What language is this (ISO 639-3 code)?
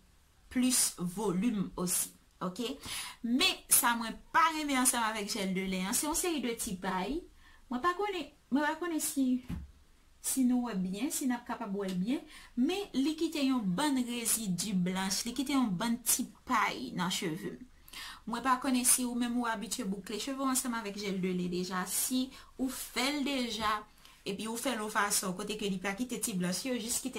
hat